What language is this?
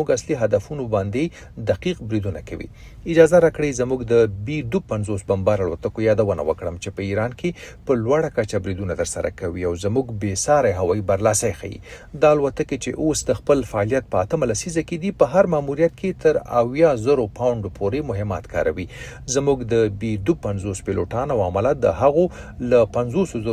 Pashto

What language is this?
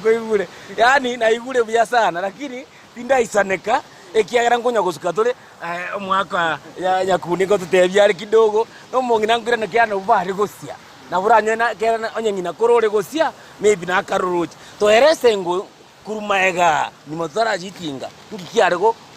Gusii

